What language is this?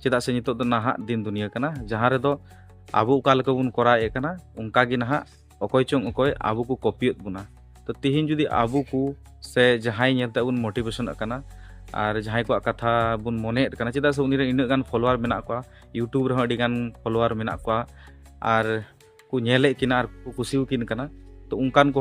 Santali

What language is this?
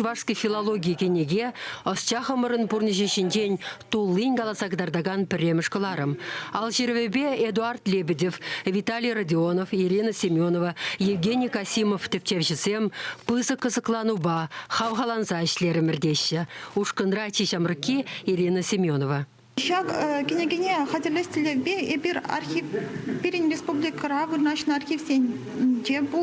Chuvash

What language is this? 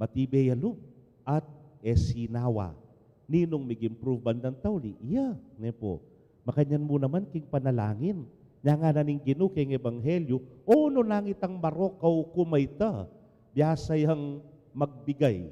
Pampanga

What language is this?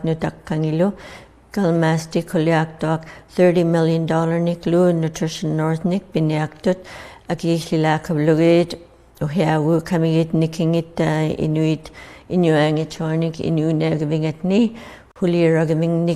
Inuktitut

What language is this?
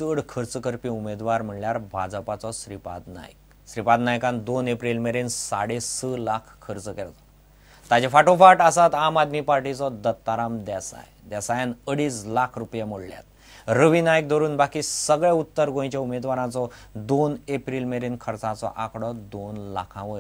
Konkani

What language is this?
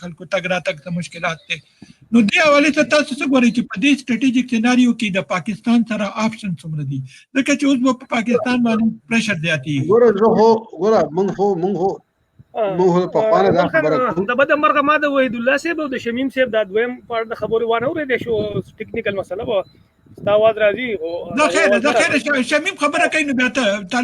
Pashto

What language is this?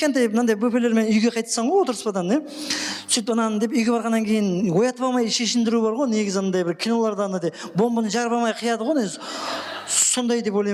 Kara-Kalpak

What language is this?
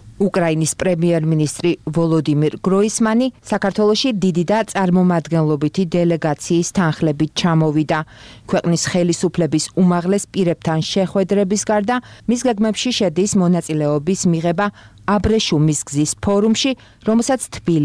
Georgian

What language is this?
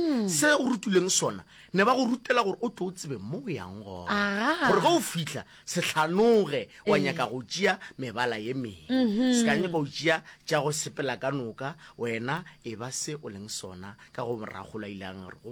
Northern Sotho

